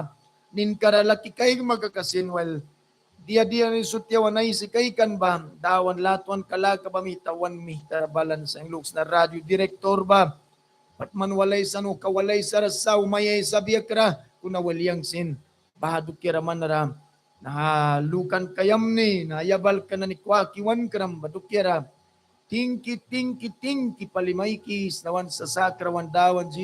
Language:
Mískito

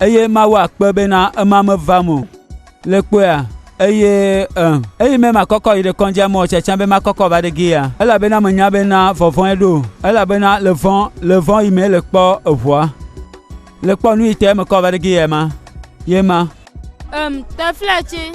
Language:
Gen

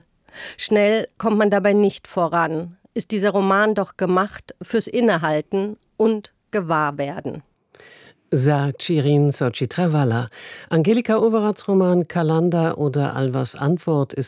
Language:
German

